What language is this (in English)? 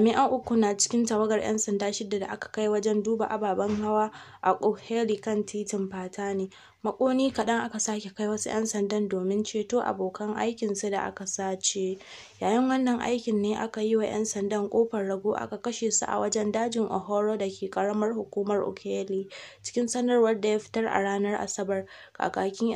Hausa